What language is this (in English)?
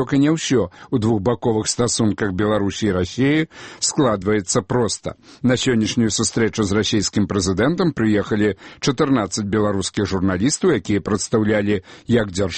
Belarusian